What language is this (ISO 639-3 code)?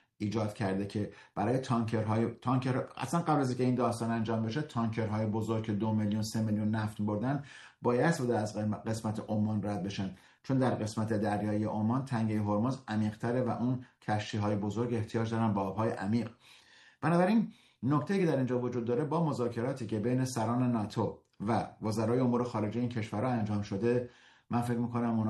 fas